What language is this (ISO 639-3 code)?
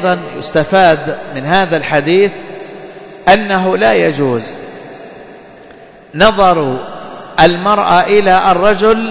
ara